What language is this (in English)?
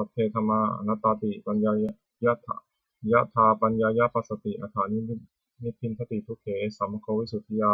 Pali